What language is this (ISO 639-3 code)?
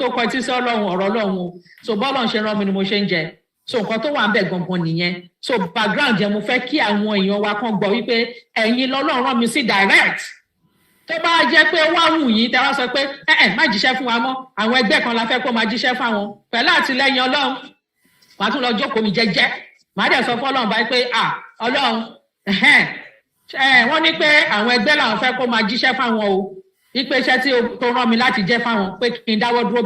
yor